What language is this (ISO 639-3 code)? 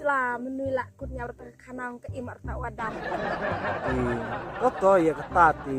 kha